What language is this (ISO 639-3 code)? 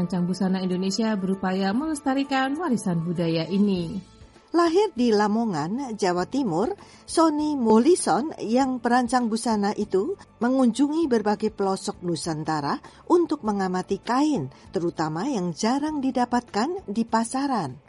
ind